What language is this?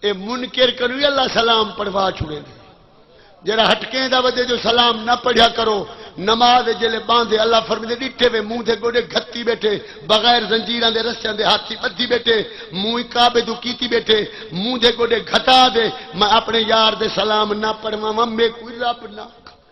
Saraiki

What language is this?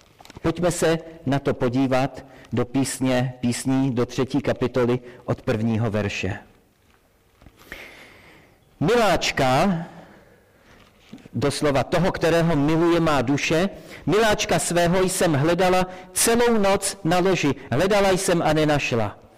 Czech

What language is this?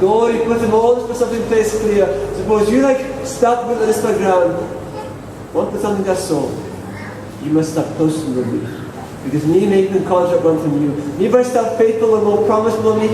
Tok Pisin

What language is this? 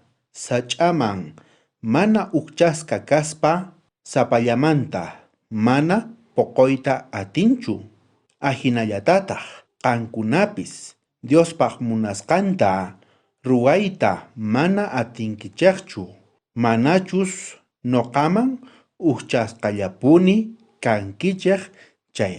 South Bolivian Quechua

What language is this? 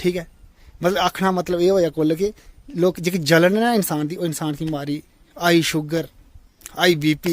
Dogri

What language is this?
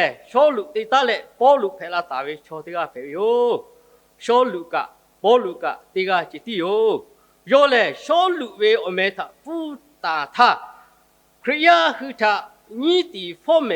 Lahu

